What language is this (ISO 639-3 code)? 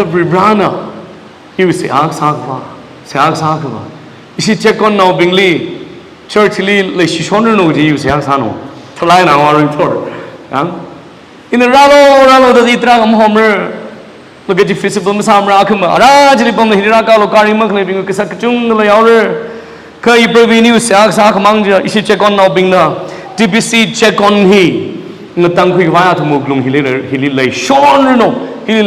nmf